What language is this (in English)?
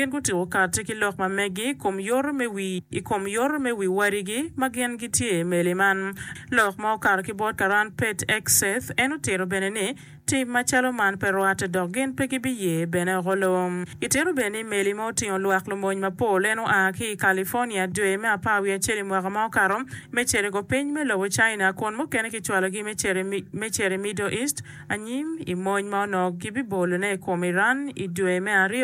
Acoli